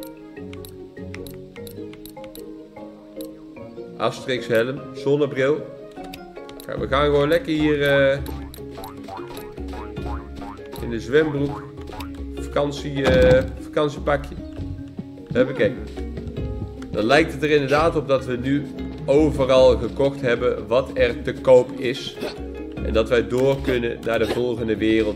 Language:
Dutch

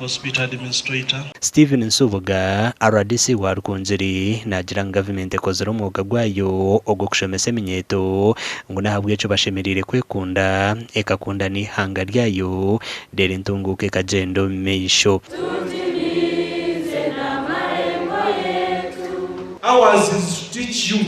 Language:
Nyankole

